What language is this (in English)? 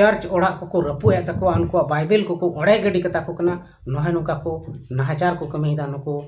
Santali